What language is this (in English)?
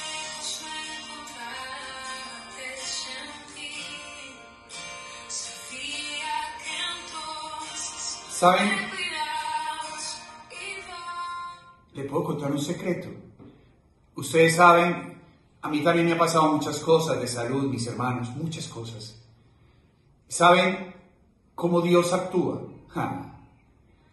Spanish